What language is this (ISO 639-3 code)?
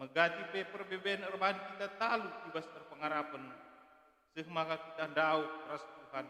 btx